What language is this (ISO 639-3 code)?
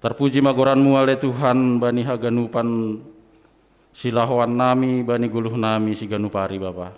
bts